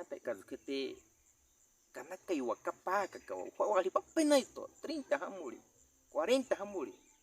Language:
Baniwa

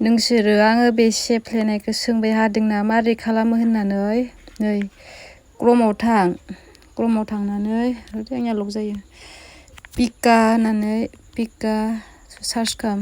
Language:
Bodo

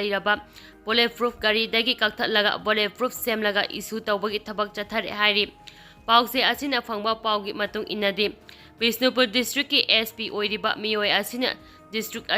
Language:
Manipuri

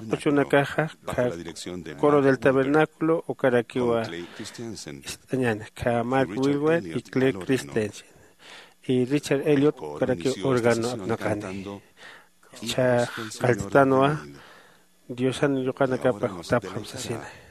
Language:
Aymara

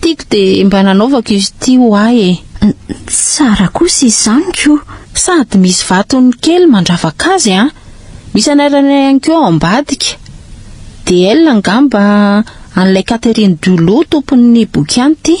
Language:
Malagasy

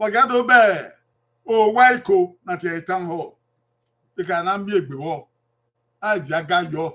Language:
Bini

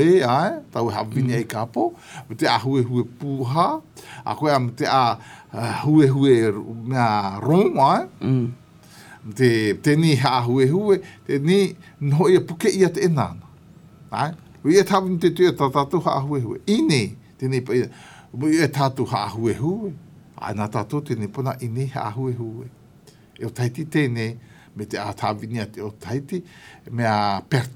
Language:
Malagasy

